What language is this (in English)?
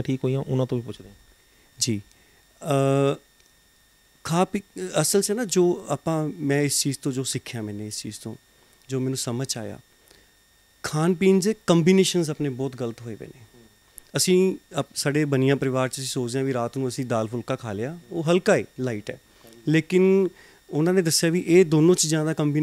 Punjabi